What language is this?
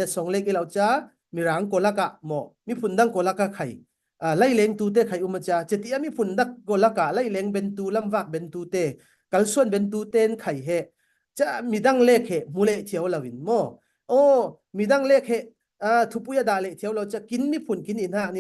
Falam Chin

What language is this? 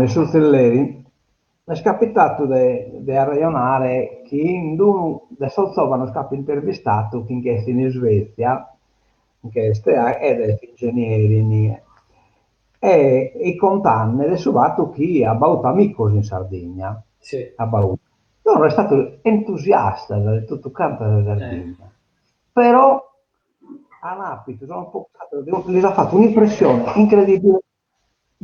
Sardinian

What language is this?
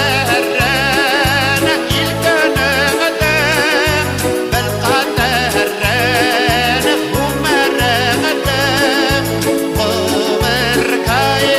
Bashkir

